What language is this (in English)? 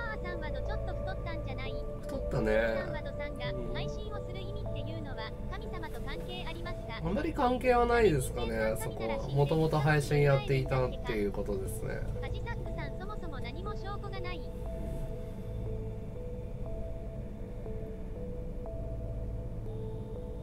Japanese